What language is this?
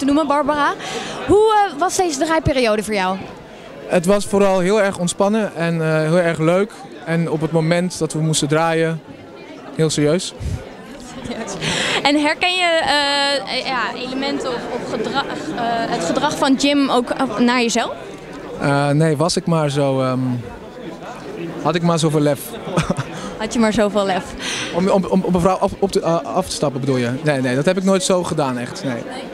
Dutch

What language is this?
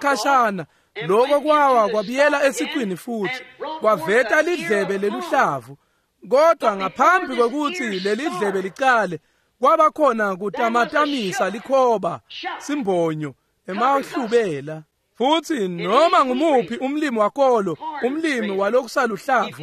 Swati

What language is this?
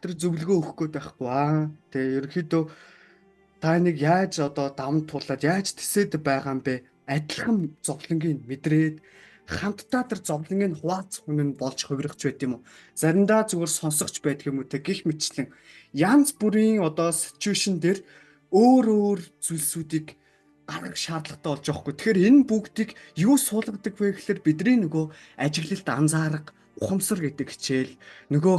Mongolian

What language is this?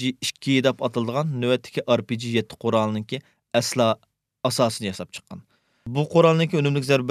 Uyghur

